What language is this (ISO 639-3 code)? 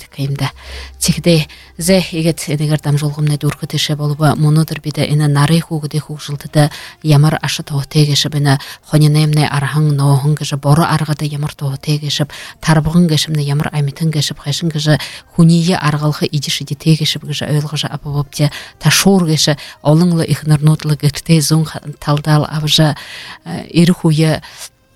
bua